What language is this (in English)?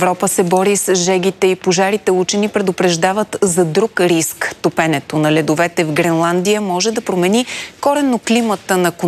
Bulgarian